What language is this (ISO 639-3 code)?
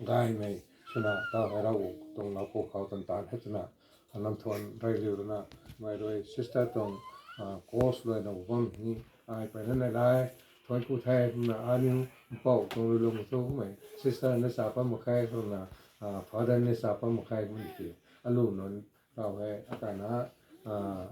nbu